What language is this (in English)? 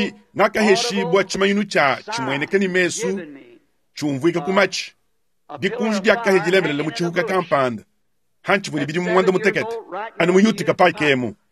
Luba-Lulua